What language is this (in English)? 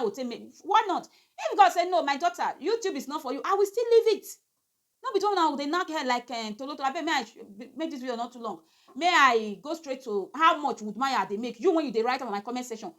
Nigerian Pidgin